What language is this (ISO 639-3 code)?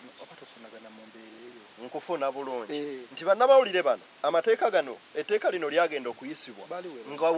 lug